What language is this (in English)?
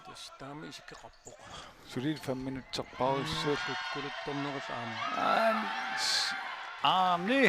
Kalaallisut